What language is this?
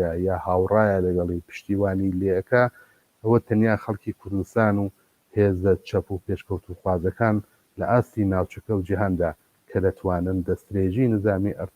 Central Kurdish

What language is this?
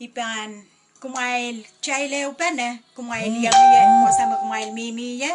Pohnpeian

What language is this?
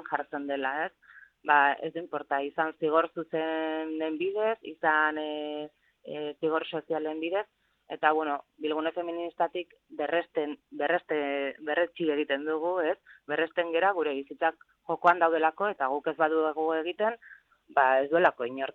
Basque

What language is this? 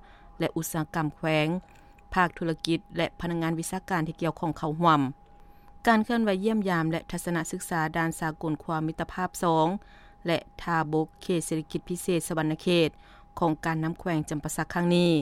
Lao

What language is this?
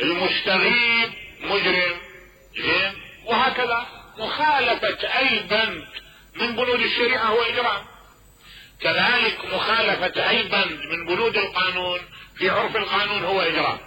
Mesopotamian Arabic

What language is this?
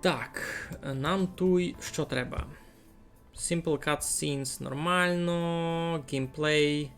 Rusyn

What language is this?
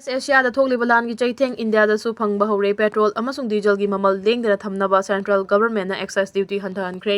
Manipuri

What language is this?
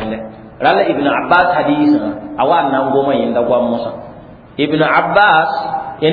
Mossi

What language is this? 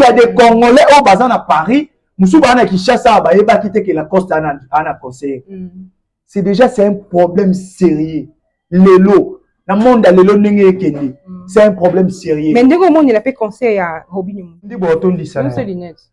Lingala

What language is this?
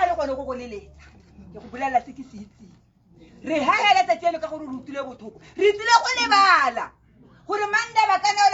Tswana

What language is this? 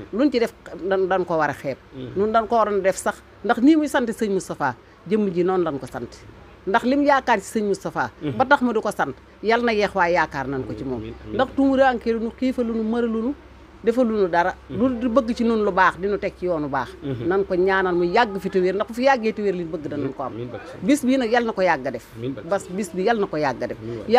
Wolof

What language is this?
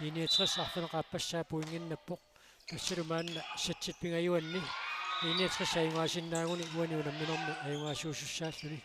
Kalaallisut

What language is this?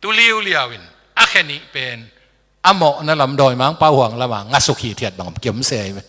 Tedim Chin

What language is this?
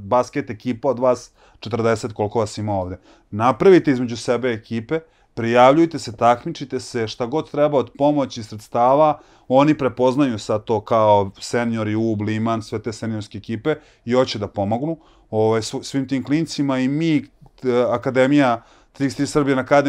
Serbian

